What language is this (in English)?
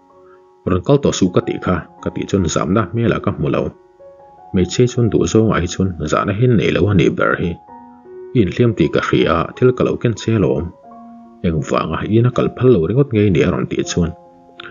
Mizo